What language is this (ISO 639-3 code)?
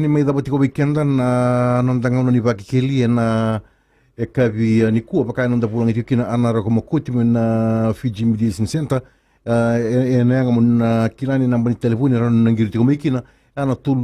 fij